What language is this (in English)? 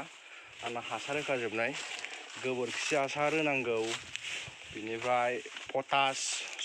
Bodo